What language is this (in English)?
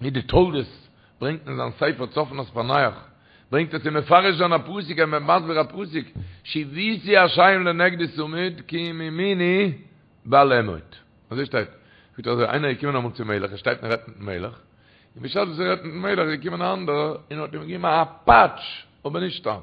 Yiddish